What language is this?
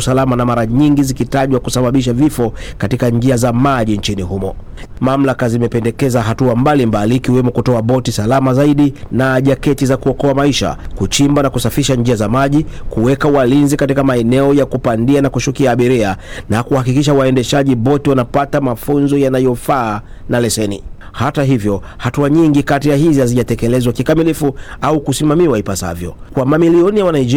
Swahili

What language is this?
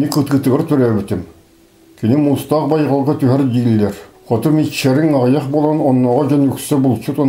Yakut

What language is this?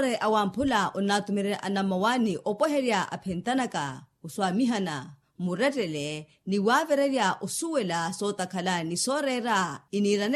Makhuwa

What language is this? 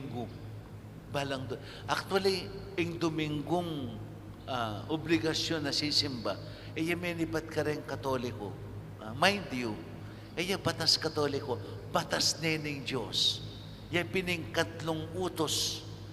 Pampanga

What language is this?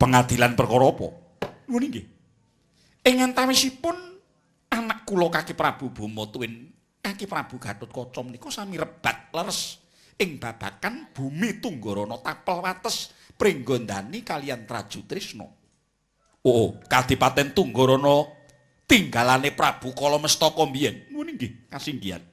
Javanese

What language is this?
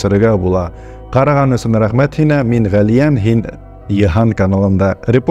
Bashkir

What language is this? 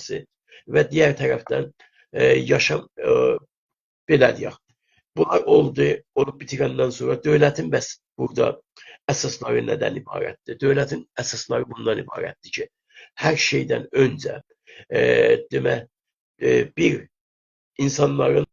South Azerbaijani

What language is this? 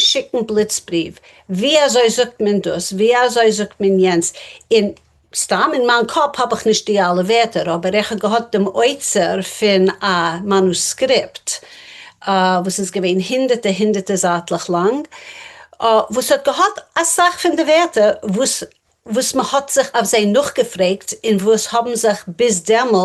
Yiddish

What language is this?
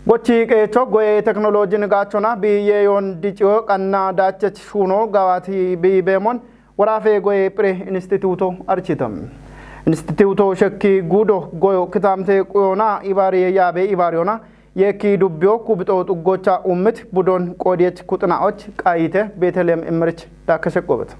Kafa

